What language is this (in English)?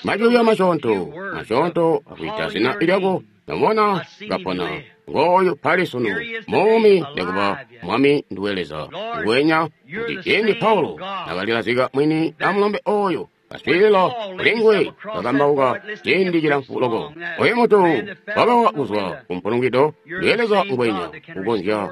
Tonga (Zambia)